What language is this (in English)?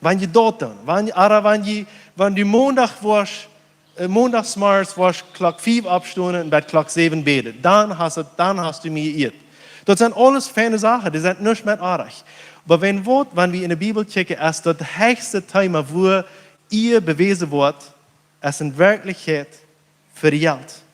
Plautdietsch